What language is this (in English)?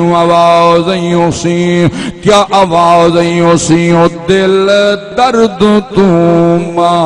Saraiki